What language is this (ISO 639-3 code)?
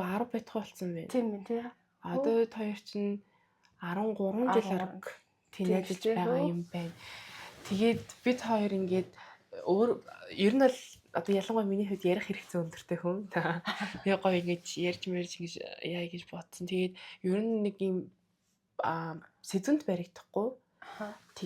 mon